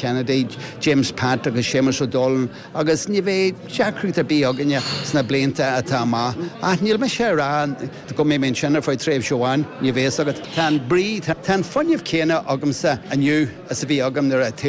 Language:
Irish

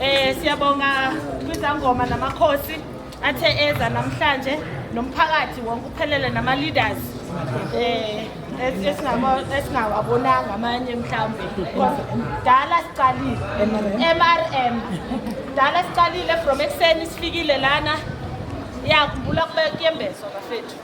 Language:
Zulu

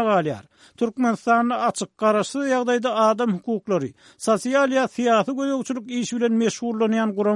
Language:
Turkmen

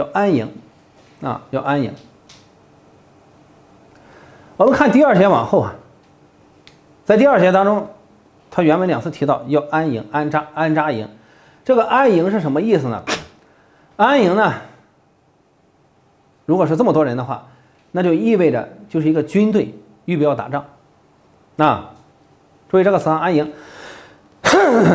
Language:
Chinese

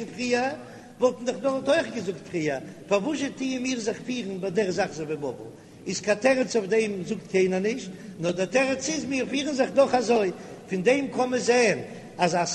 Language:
Yiddish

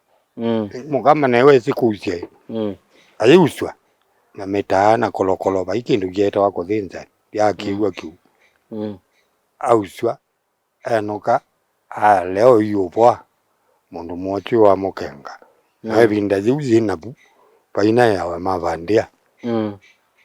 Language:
Kamba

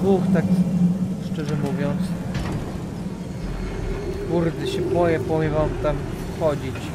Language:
Polish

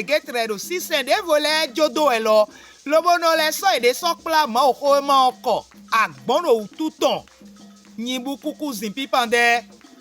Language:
Fon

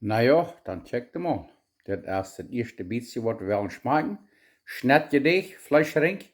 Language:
Plautdietsch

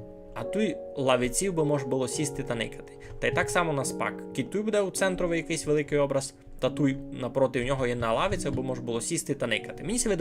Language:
Rusyn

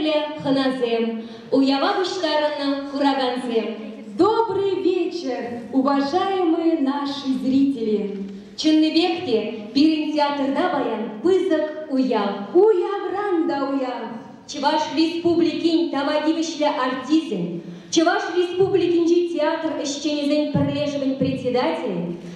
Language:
Chuvash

